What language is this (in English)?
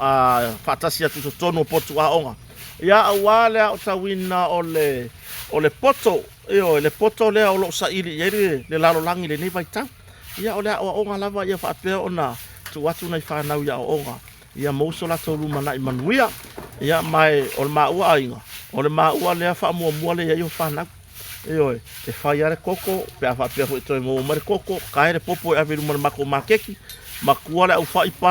Samoan